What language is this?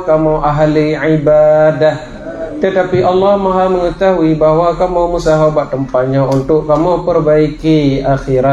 Achinese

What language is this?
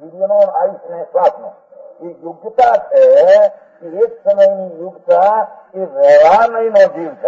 Gujarati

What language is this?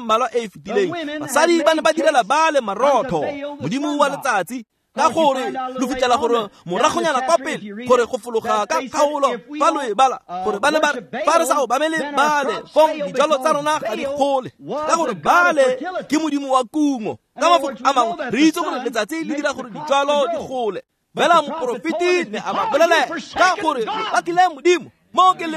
Tswana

